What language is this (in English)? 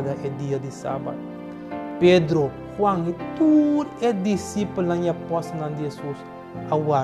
Papiamento